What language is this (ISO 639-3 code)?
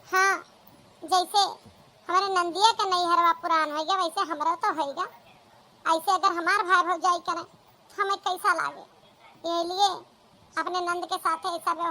awa